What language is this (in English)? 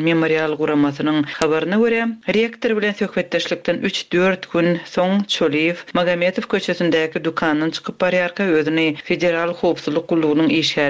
Turkmen